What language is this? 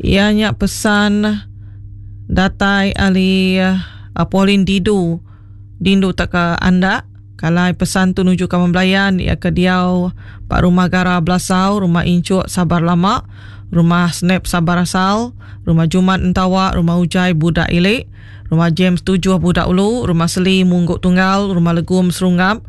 Iban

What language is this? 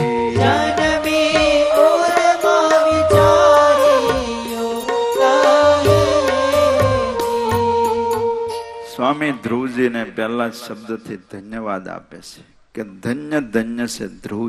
Gujarati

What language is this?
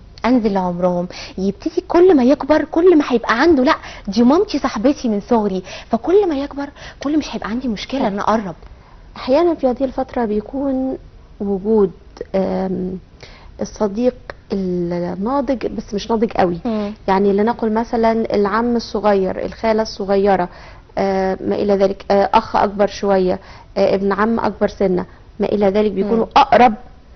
Egyptian Arabic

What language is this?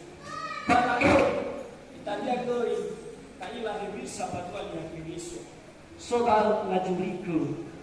Nias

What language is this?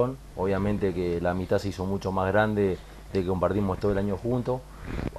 Spanish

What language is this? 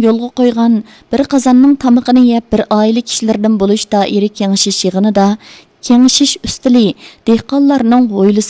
Uyghur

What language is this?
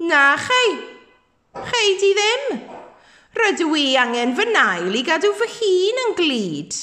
Welsh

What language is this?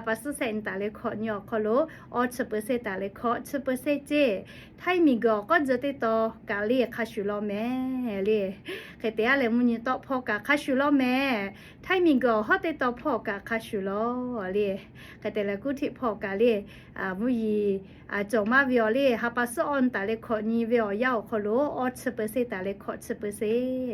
Lahu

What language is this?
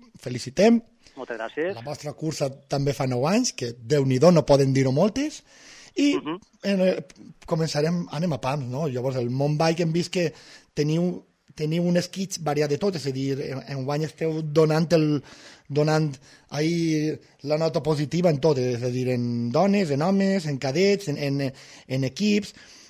Catalan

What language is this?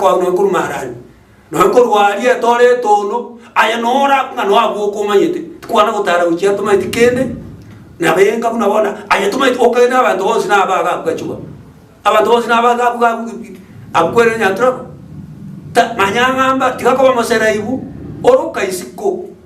Gusii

